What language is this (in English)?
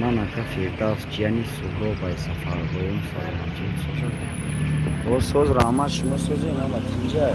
Tajik